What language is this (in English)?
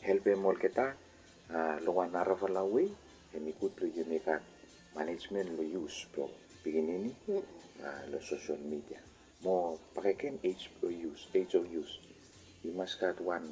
Bislama